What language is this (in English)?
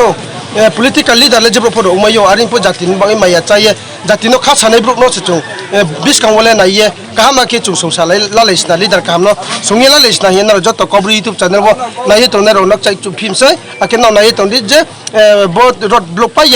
Riang (India)